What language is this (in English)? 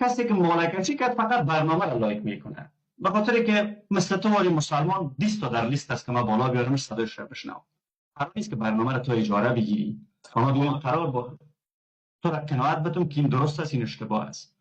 Persian